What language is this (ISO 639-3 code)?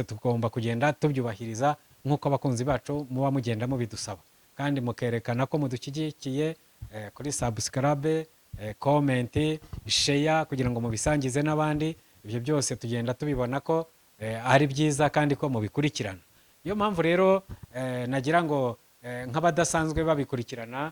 kin